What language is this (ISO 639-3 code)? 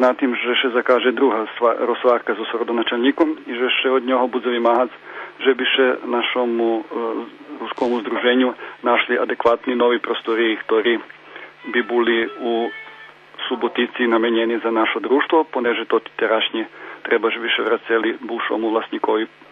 rue